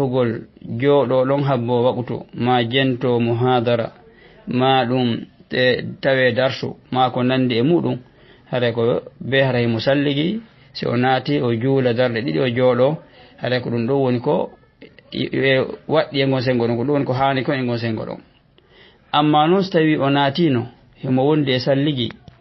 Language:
Fula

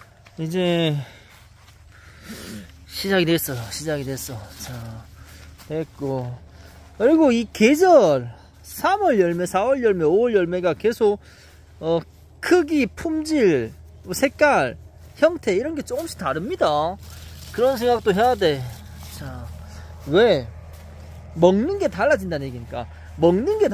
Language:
Korean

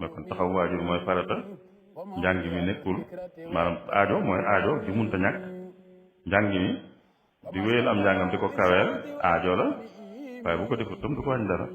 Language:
Wolof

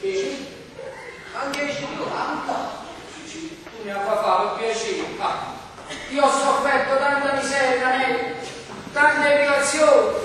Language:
Neapolitan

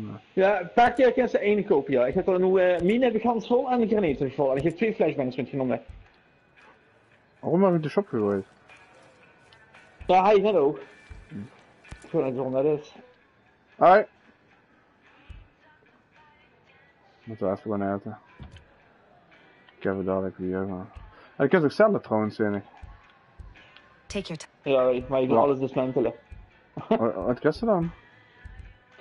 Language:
Dutch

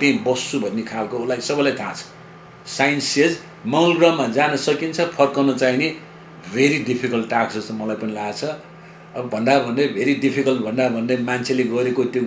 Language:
Nepali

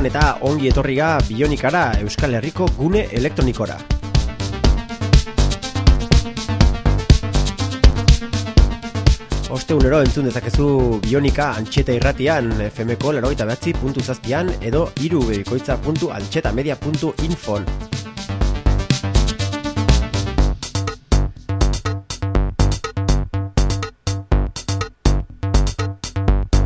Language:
Basque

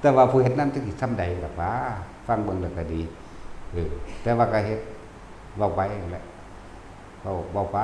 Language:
Northeastern Thai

